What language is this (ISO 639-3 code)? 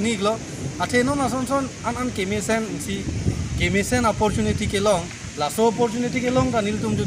mjw